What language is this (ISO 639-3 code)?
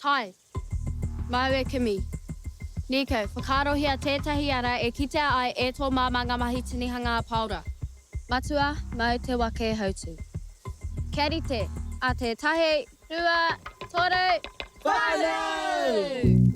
mri